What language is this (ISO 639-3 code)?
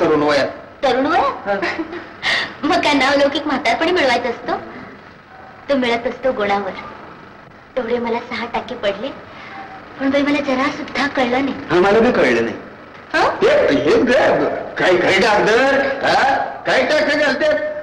mar